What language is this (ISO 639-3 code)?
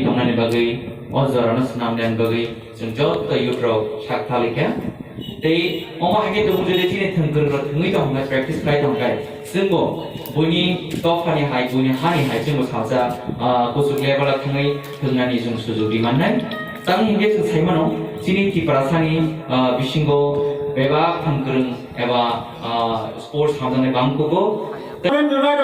trp